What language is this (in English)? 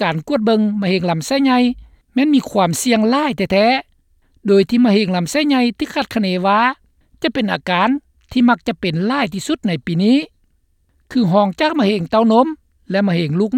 Lao